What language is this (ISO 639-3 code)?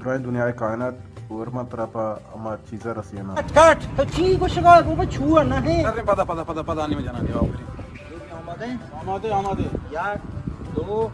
bal